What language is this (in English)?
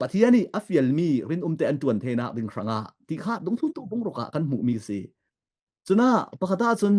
Falam Chin